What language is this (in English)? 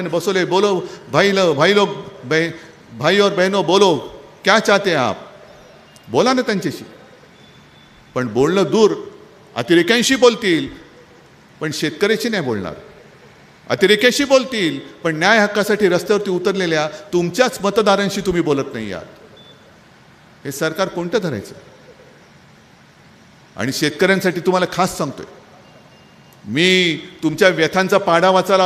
Marathi